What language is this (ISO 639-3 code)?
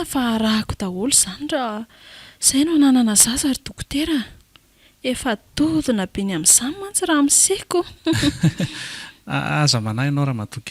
mlg